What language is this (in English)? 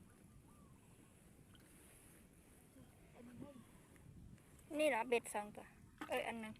Lao